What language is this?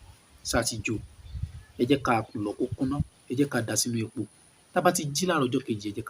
Yoruba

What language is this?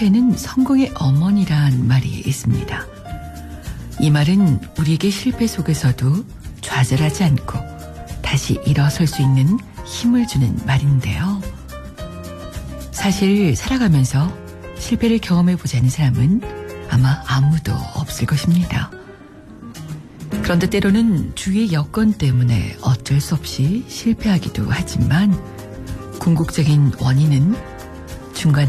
Korean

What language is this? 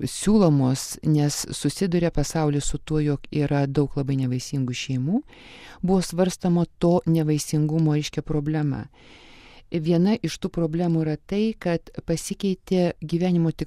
Lithuanian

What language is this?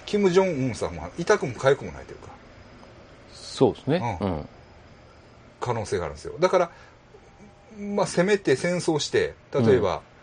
Japanese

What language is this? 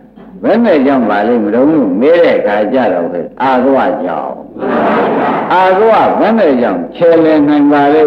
Burmese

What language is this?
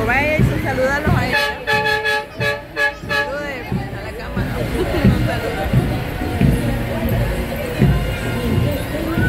Spanish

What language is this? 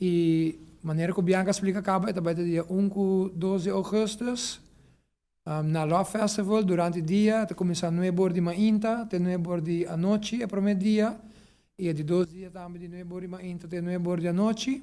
Papiamento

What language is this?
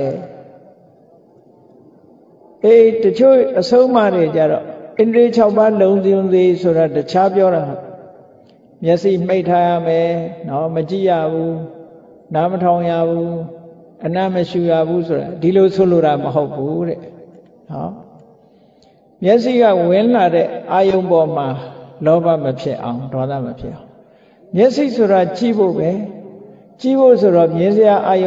Burmese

